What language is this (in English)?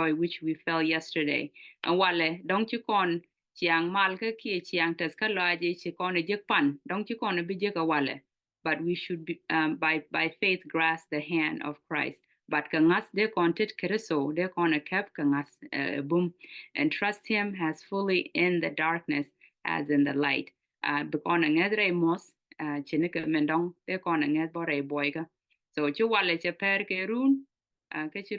Nuer